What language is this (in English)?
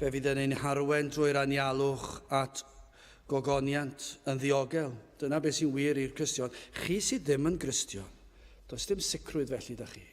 Welsh